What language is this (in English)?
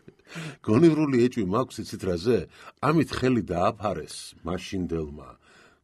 Georgian